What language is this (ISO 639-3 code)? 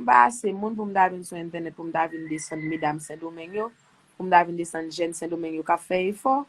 hat